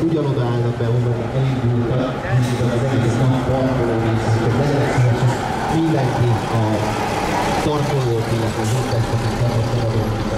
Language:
Hungarian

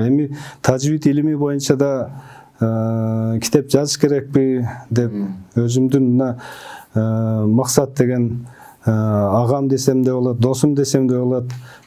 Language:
Kyrgyz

